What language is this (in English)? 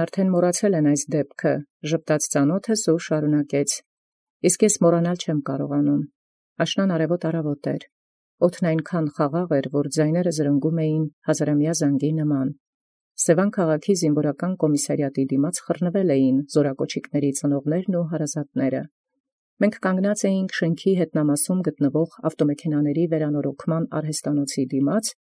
Armenian